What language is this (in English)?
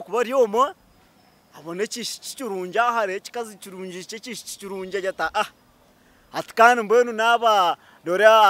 Nyankole